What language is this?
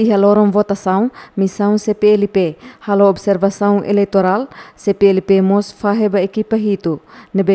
Tetum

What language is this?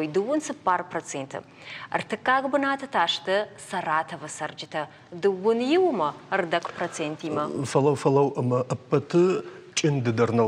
Ossetic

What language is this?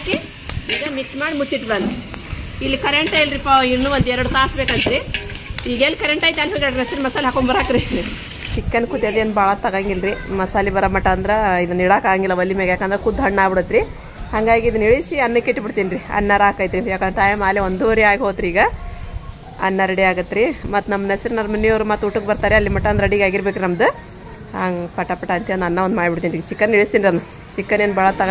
Kannada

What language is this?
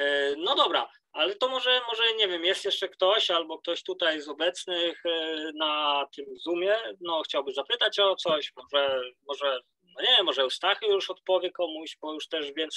Polish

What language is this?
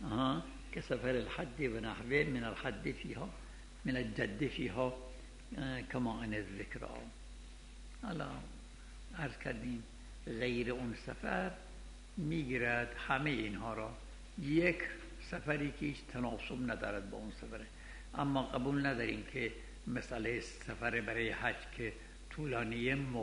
Persian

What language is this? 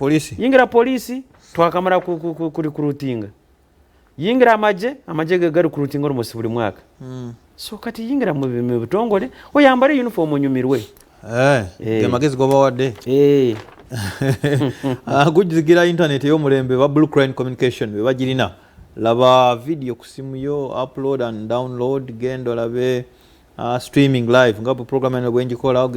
Ganda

